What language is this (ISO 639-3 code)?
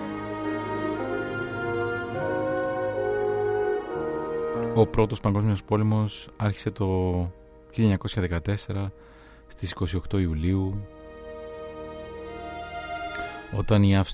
ell